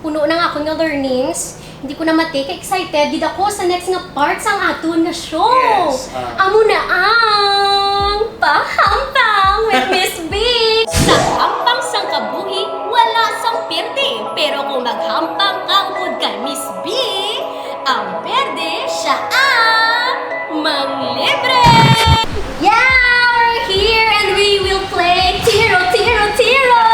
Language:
Hiligaynon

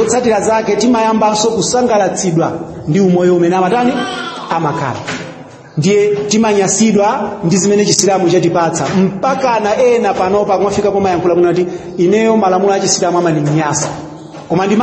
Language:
Nyanja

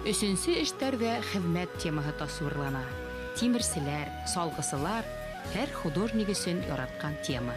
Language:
Bashkir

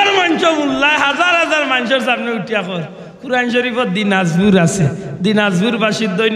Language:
Sylheti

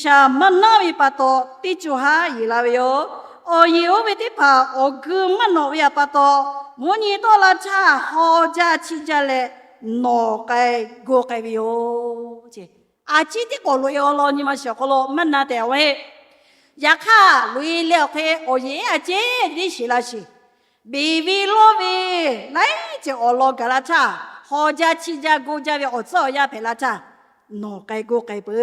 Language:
Lahu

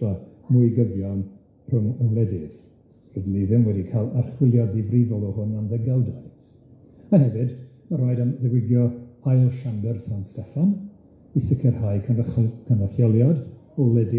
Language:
Welsh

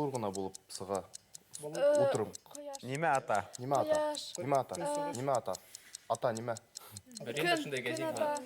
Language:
Bashkir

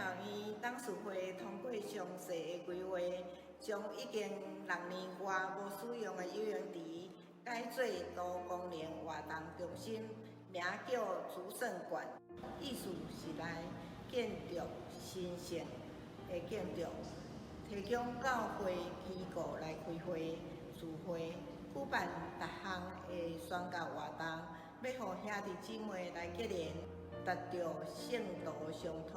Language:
Min Nan Chinese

